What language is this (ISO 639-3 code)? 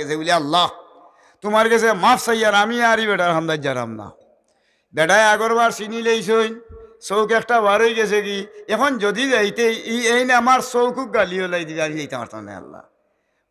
syl